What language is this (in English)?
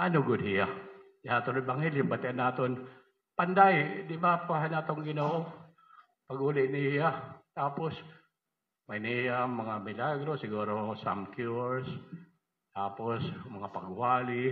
Waray